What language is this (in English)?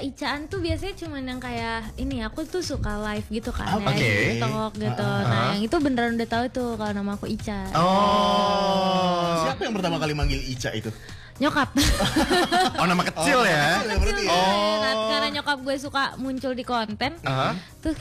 Indonesian